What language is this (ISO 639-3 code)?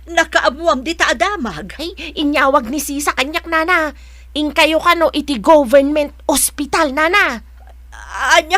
ilo